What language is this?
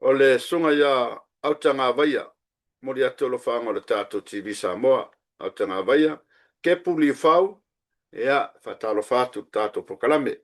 Samoan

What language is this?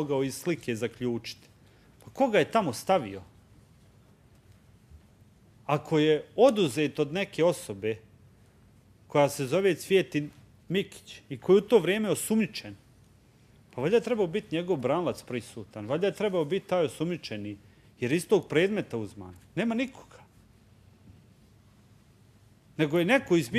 Bosnian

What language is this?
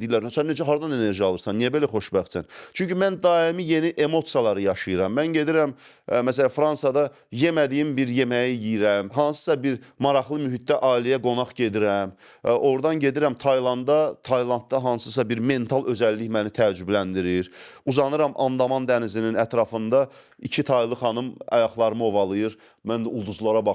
Azerbaijani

